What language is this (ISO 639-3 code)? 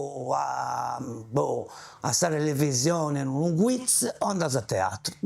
srd